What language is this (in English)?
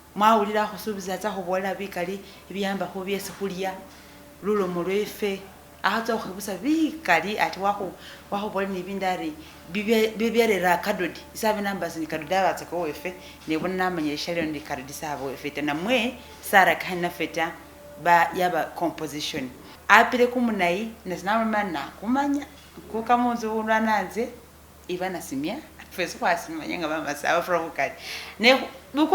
Masaaba